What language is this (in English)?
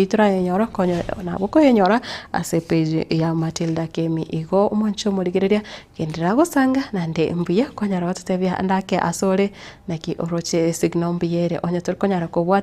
Gusii